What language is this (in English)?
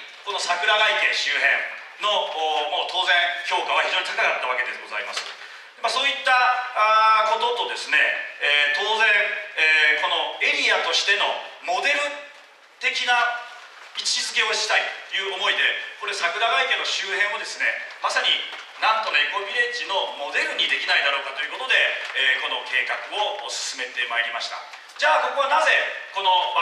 Japanese